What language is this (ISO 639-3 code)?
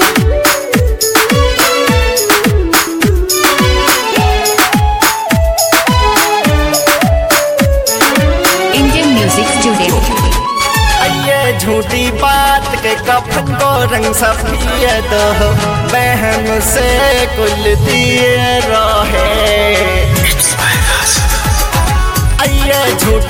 bho